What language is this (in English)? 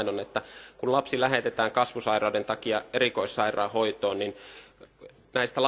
Finnish